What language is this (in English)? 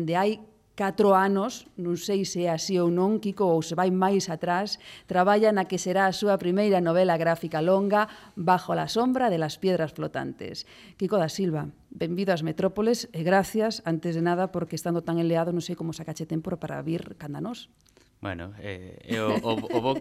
Galician